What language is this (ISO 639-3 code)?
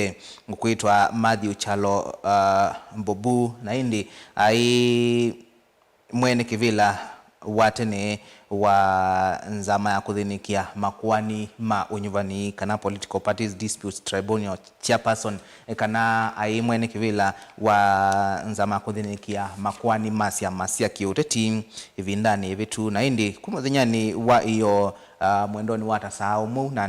kam